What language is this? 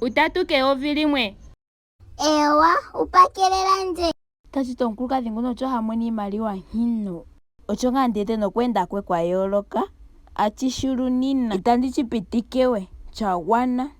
Ndonga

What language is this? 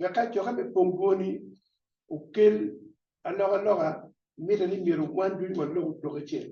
Acoli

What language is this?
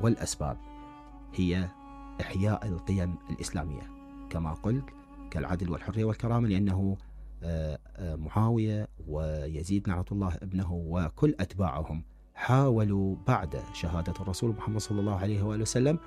Mesopotamian Arabic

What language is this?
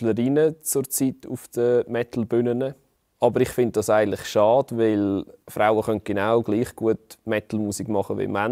Swiss German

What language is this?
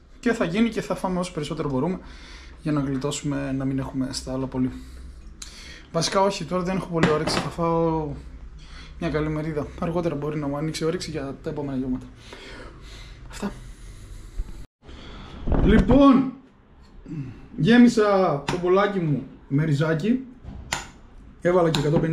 Greek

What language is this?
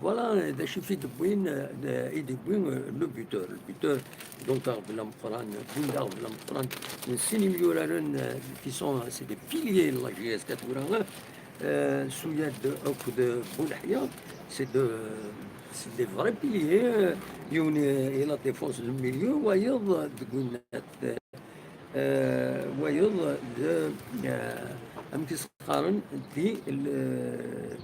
Kabyle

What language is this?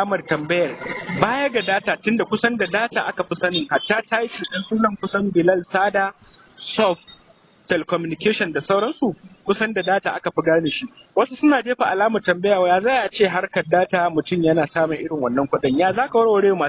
Hausa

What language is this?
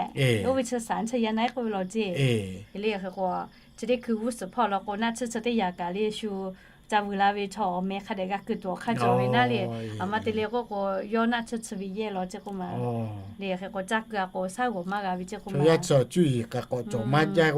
Lahu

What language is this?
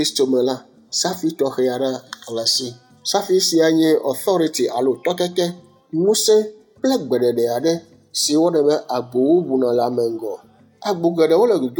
Ewe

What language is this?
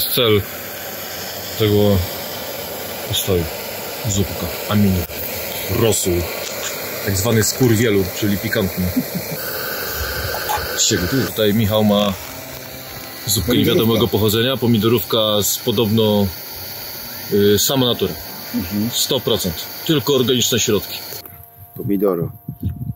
Polish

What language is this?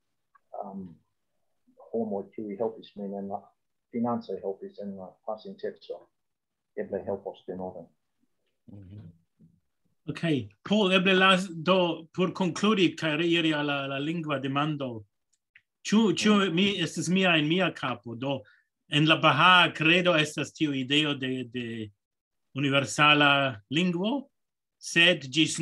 Esperanto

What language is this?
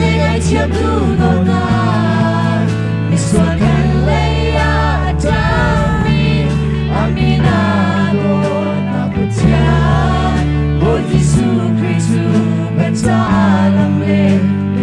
Hakha Chin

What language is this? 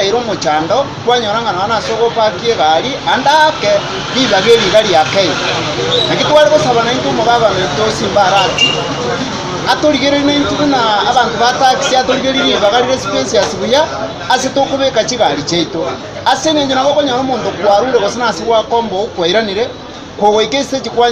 Gusii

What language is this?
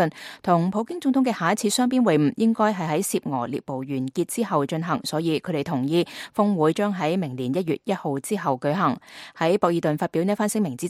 Cantonese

